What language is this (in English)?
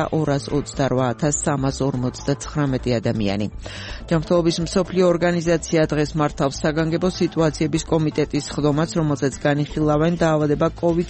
Georgian